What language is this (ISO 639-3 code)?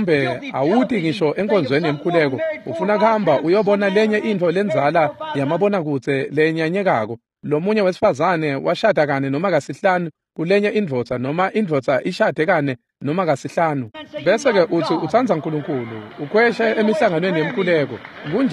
ssw